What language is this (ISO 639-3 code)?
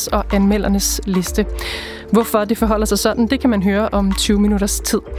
dan